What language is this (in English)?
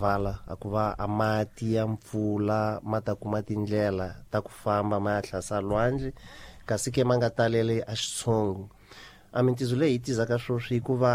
Tsonga